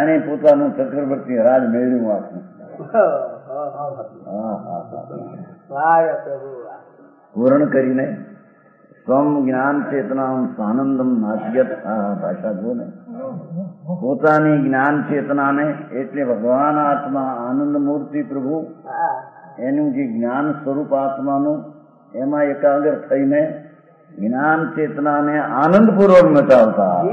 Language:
Gujarati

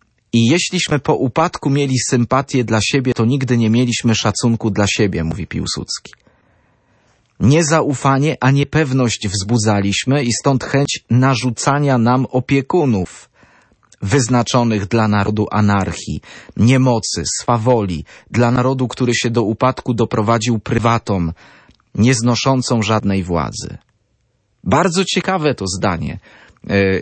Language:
Polish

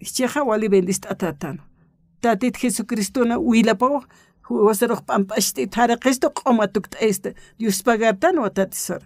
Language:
Aymara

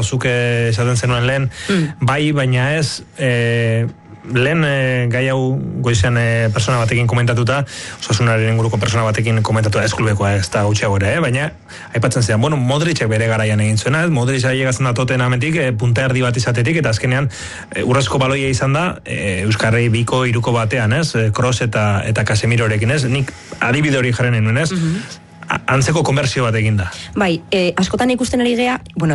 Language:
Basque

